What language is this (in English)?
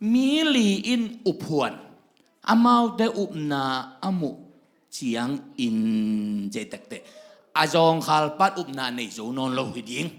Tedim Chin